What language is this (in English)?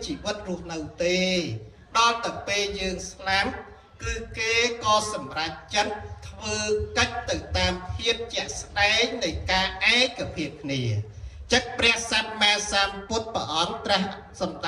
Khmer